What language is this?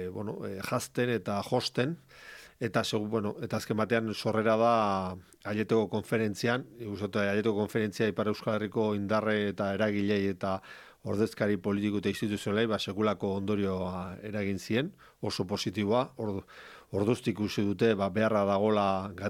Basque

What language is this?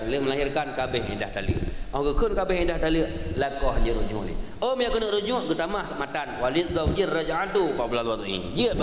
Achinese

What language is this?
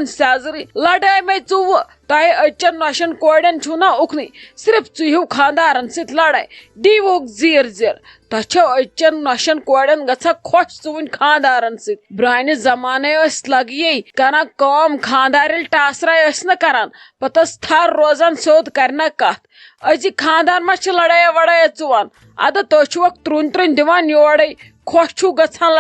Kashmiri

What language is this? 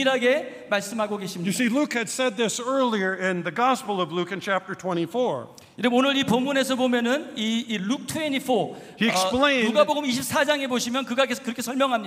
Korean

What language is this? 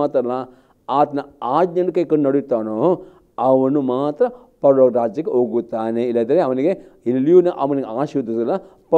Kannada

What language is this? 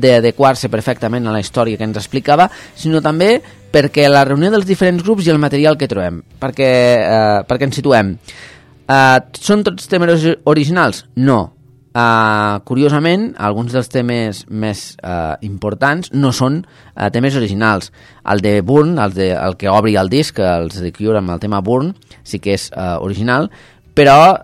Catalan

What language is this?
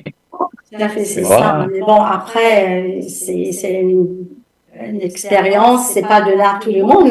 Morisyen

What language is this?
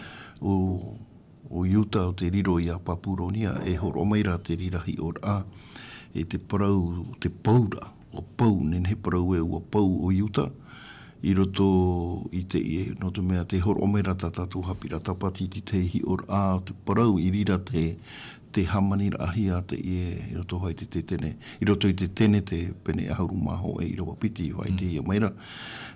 Tahitian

